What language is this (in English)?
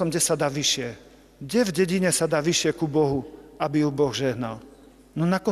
Slovak